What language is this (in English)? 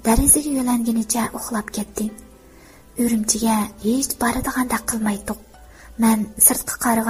Uyghur